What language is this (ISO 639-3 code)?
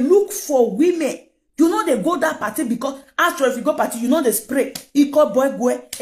pcm